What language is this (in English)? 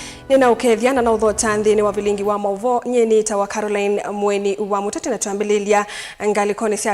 Kamba